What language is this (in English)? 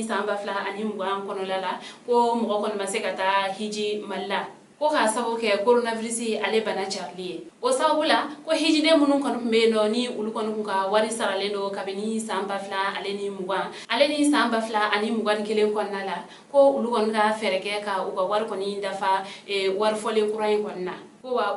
Bambara